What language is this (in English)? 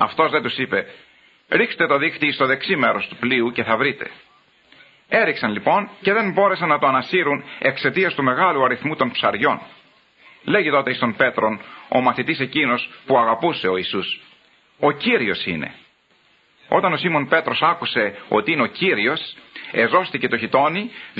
Greek